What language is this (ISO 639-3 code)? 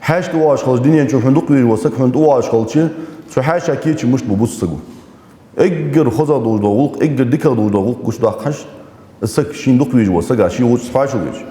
inh